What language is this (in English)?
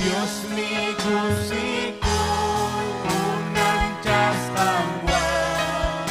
Ayacucho Quechua